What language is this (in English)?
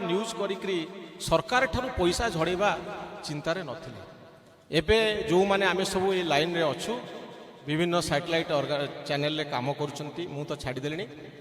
Odia